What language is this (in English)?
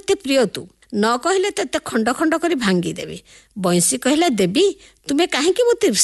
Odia